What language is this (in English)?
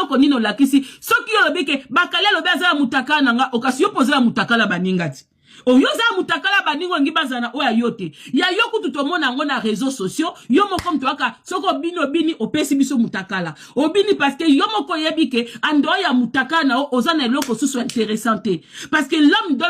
Lingala